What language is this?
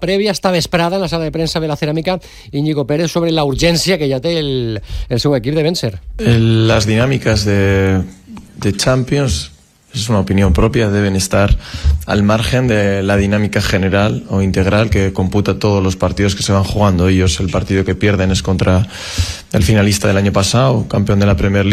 Catalan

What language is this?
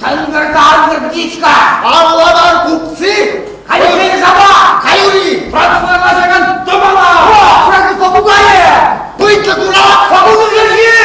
Chuvash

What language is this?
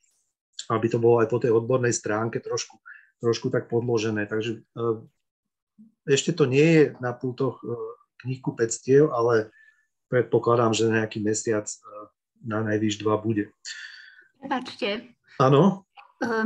Slovak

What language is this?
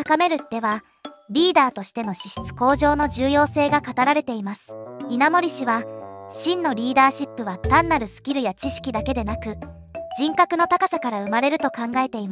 Japanese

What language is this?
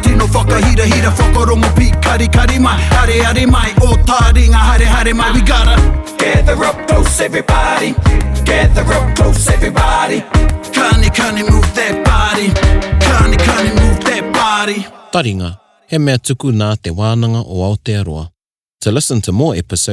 Māori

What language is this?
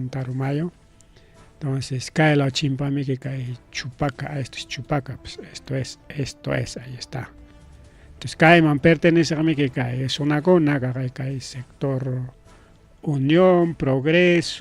Ayacucho Quechua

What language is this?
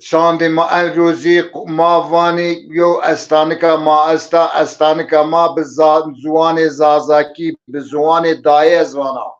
Zaza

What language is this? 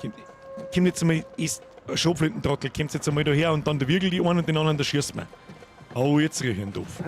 Bavarian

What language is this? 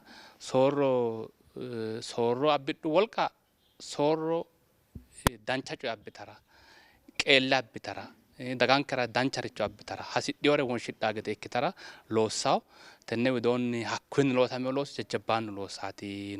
Sidamo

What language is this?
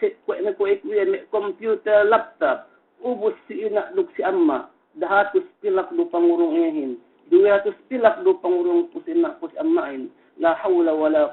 Yakan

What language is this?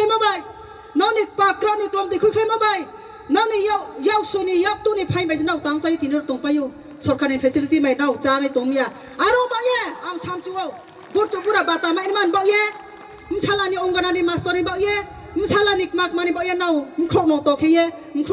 Riang (India)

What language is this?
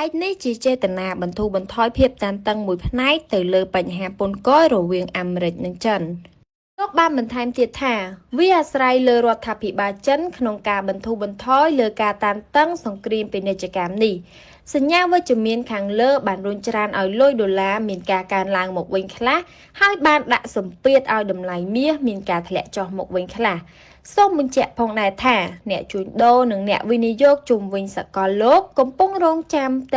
Khmer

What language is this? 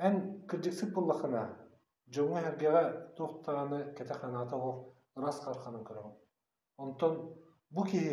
Yakut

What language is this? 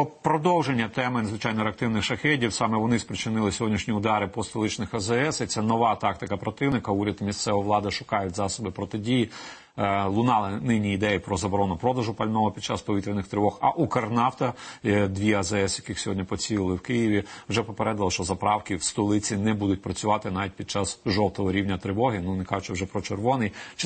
Ukrainian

